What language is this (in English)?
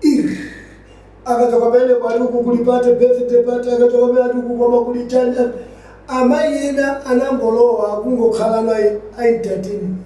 Nyanja